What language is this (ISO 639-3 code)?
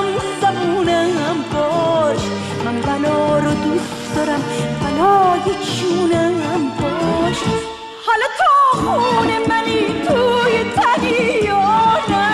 fas